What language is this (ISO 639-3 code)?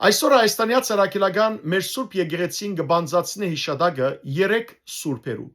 hyw